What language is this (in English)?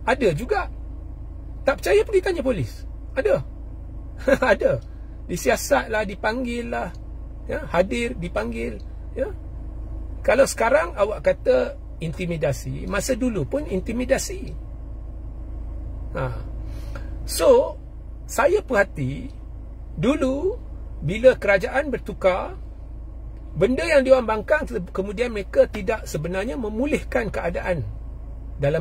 Malay